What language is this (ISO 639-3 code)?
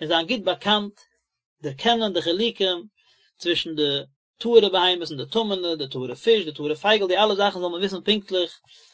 yid